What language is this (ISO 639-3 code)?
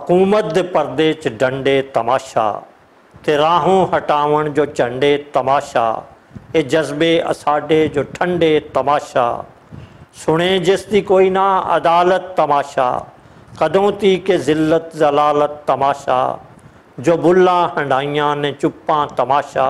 lah